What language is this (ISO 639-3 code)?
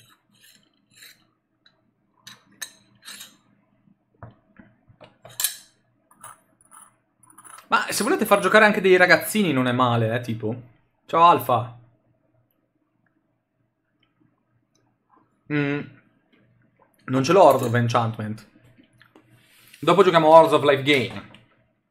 ita